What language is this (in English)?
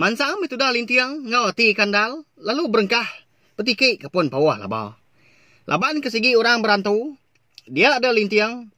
Iban